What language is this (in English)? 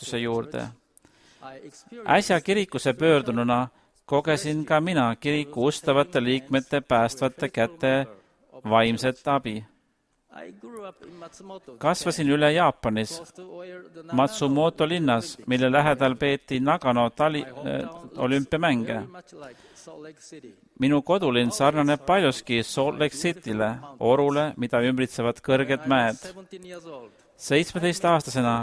Estonian